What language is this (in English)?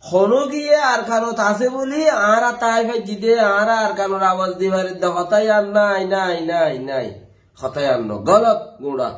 Rohingya